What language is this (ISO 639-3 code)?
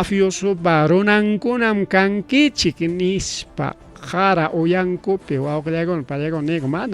quy